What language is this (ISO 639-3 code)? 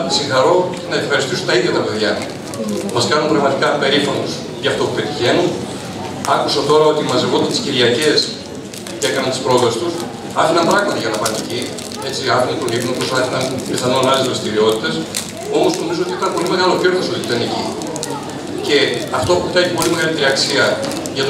ell